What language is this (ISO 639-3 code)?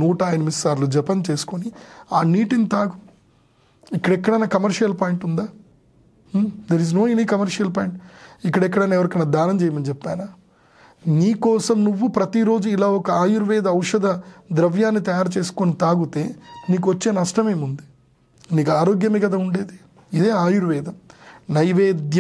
tel